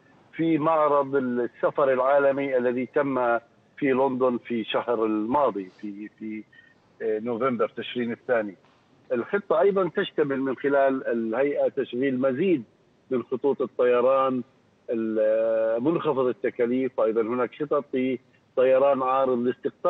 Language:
Arabic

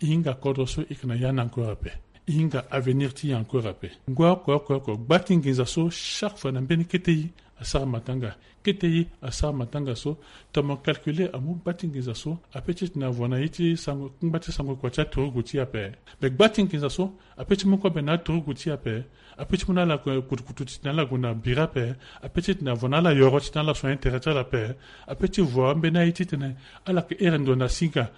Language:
Sango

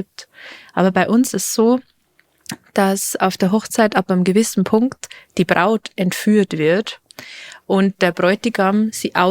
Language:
Bavarian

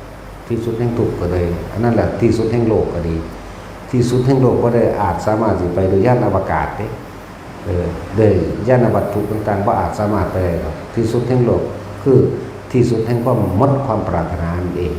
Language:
Northeastern Thai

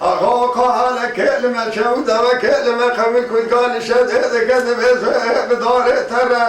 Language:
Kurdish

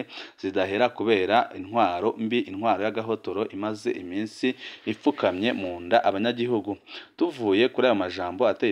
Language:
Rundi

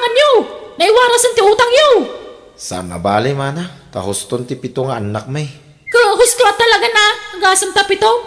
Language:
Iloko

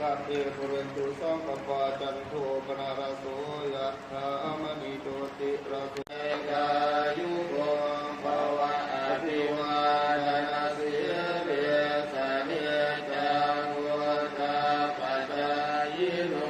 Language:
Pali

